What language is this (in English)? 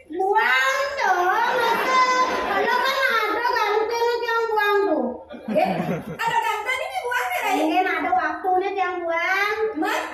Balinese